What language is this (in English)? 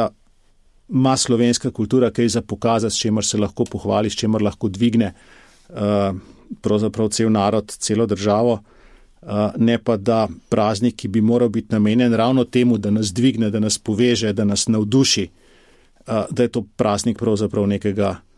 Slovenian